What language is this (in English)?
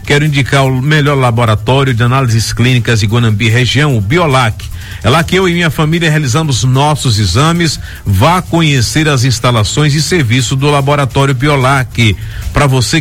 Portuguese